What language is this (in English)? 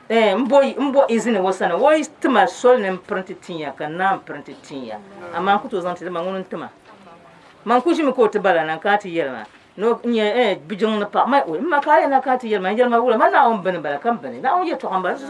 Dagbani